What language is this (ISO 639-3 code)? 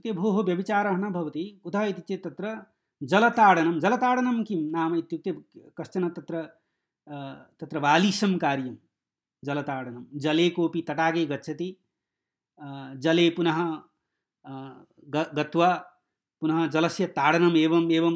san